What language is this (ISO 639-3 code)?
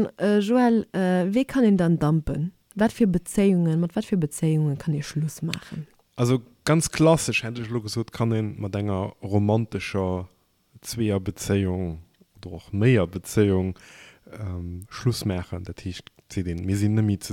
ltz